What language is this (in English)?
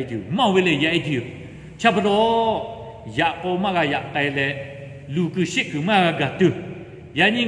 Lahu